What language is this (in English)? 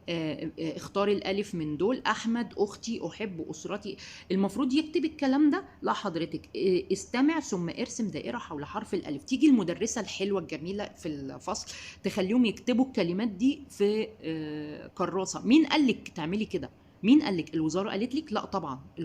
Egyptian Arabic